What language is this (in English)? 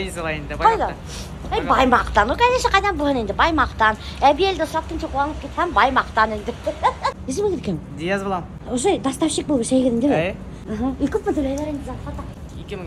Bashkir